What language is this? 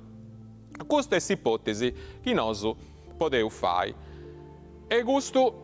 Sardinian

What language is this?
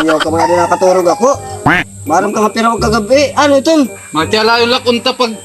Waray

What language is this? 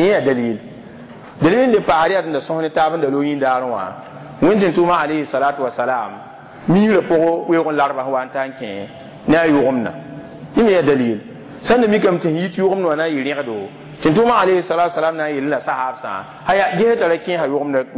Mossi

